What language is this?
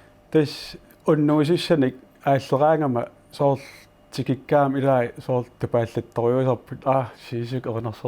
Kalaallisut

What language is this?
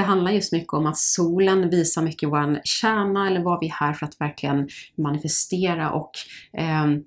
Swedish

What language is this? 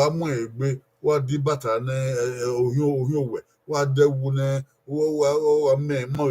Bini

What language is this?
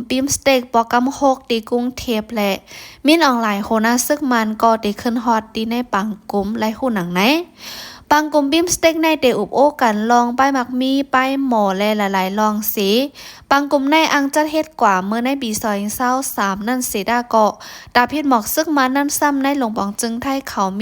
Shan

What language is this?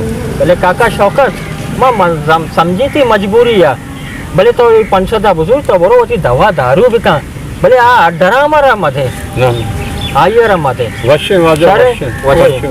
Baluchi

